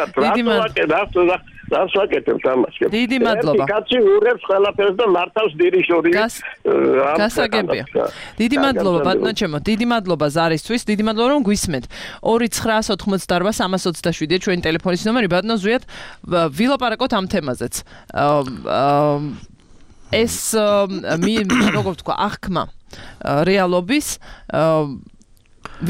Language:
Georgian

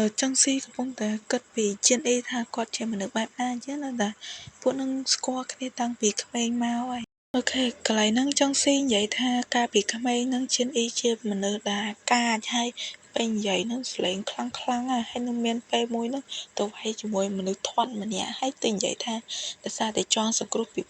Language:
Khmer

